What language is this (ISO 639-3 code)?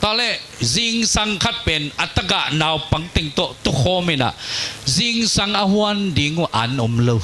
ctd